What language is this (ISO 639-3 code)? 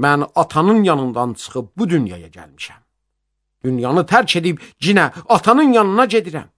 aze